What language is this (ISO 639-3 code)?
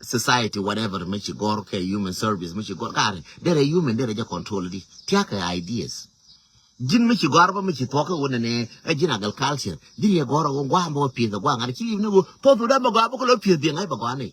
nus